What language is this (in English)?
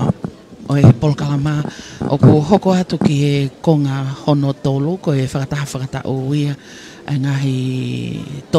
Tongan